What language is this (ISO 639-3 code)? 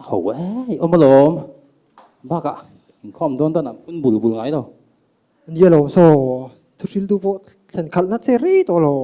lus